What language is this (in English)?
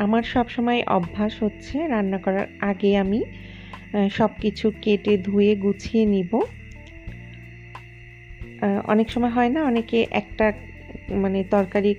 Bangla